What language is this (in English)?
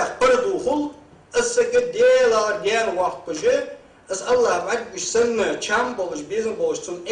Ingush